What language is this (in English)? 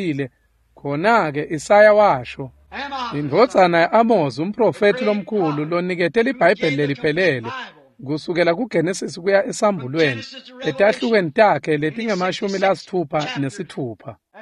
Swati